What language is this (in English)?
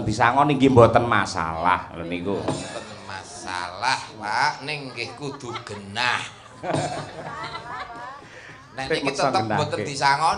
Javanese